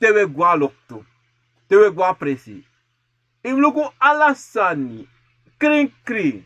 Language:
Sranan Tongo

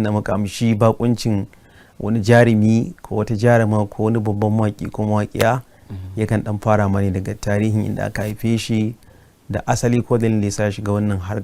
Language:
Hausa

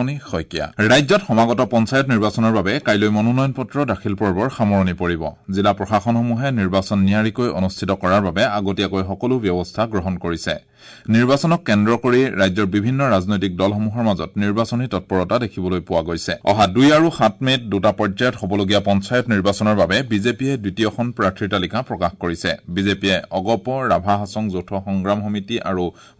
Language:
Assamese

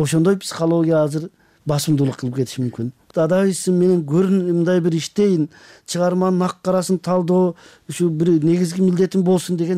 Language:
Kyrgyz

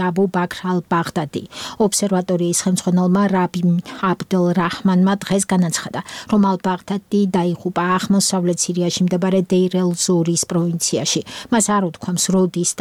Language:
Georgian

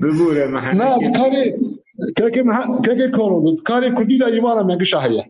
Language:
Kurdish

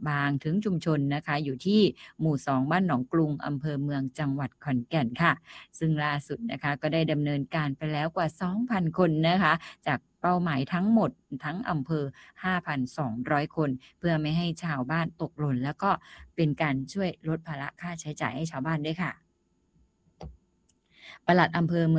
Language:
Thai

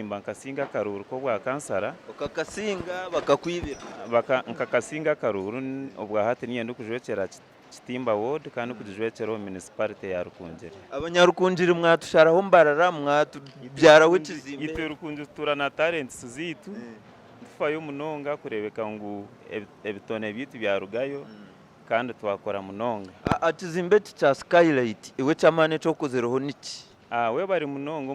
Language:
Nyankole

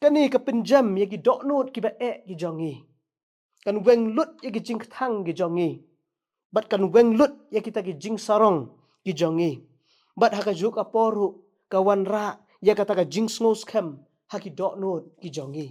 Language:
Khasi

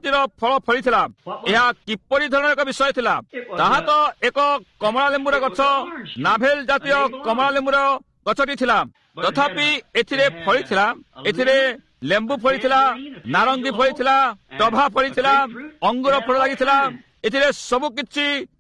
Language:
Odia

